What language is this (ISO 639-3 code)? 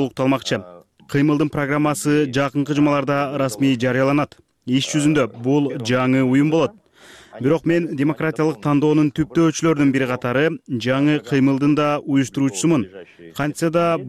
kir